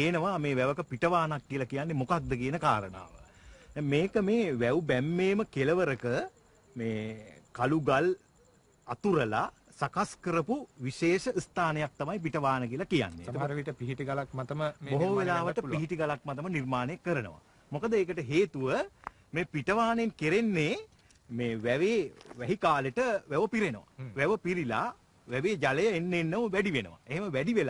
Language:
Sinhala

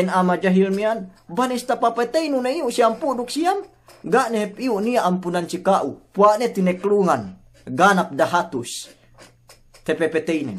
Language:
Yakan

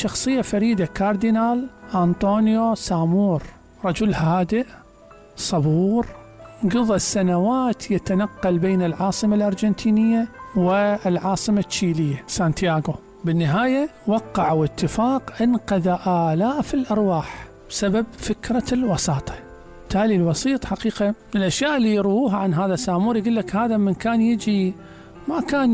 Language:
Mesopotamian Arabic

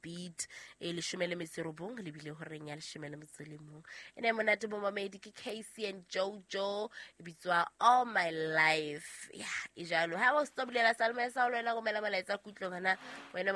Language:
Southern Sotho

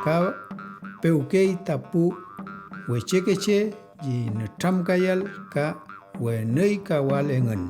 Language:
Mapuche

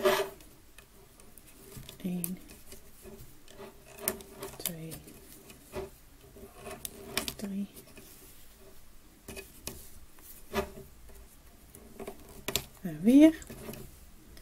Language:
Dutch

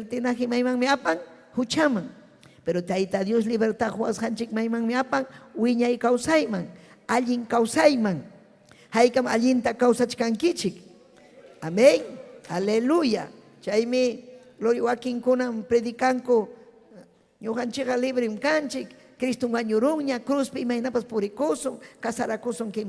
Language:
Ayacucho Quechua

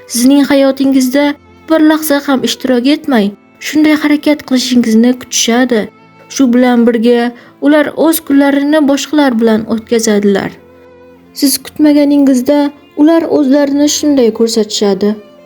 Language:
Uzbek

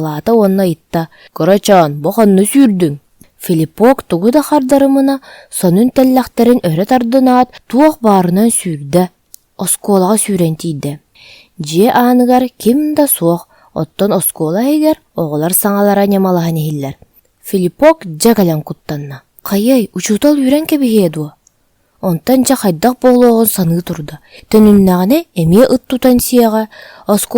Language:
Yakut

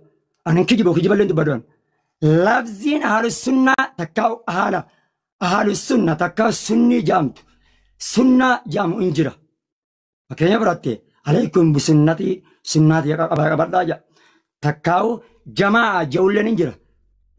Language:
Oromo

